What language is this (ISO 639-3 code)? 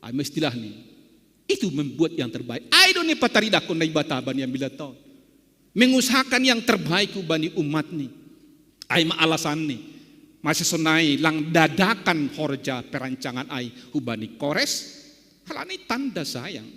bts